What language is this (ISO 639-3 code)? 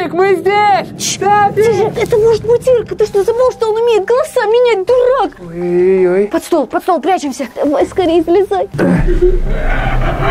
rus